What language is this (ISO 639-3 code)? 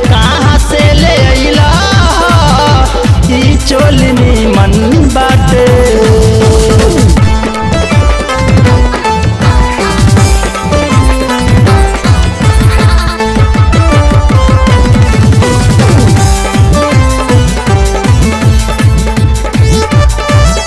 bho